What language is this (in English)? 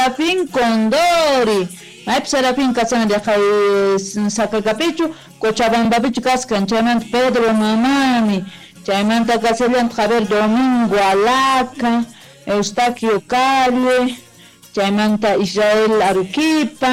South Bolivian Quechua